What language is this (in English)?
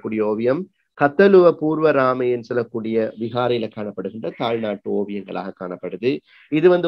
Tamil